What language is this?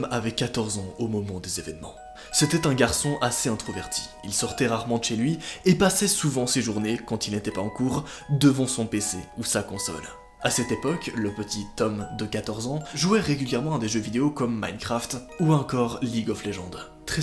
French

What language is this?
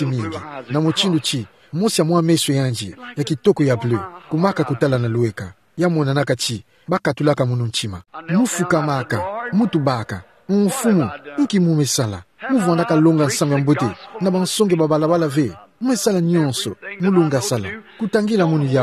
Kituba (Democratic Republic of Congo)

